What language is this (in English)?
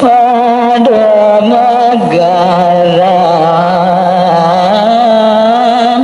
Balinese